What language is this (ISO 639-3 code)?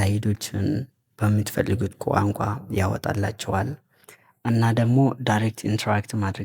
amh